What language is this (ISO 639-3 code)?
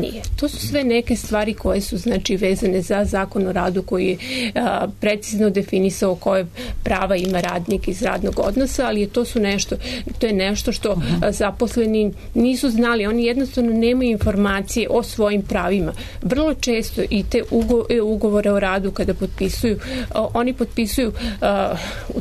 srp